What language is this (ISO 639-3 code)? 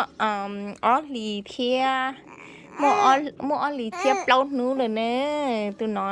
hmn